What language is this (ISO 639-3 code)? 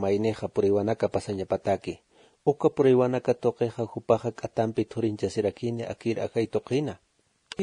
aym